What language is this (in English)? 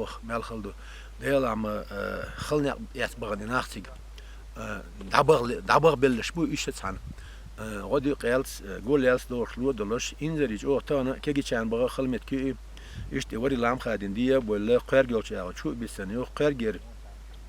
Chechen